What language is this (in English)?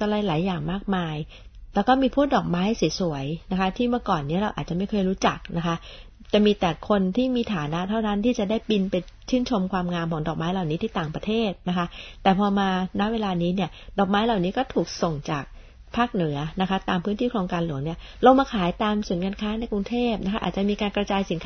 Thai